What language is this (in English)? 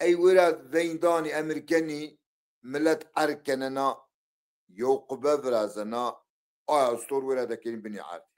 Zaza